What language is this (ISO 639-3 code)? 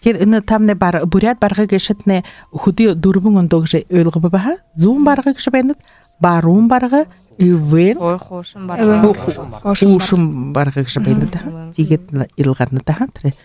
bua